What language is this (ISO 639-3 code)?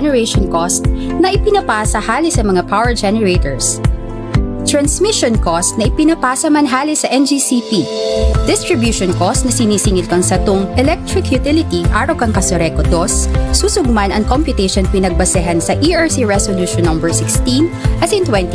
bik